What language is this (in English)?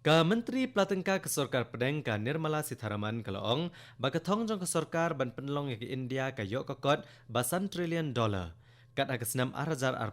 Khasi